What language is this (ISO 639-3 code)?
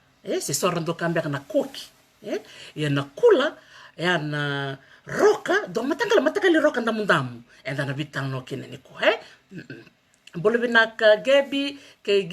fij